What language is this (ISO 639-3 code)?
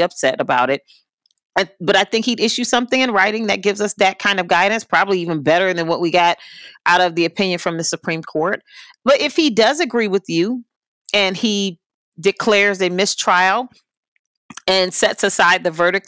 eng